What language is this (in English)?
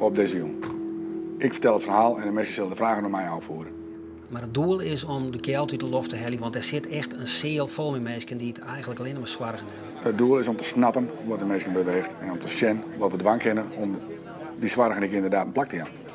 Western Frisian